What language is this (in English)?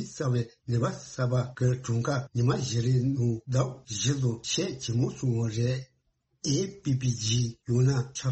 Tibetan